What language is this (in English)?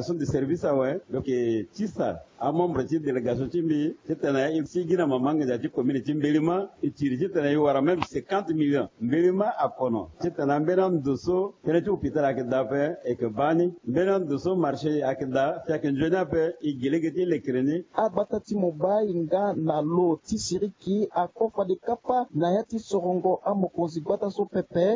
Sango